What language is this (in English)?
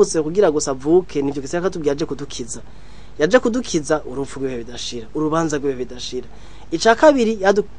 Rundi